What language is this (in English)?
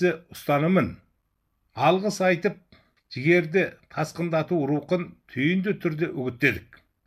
Kazakh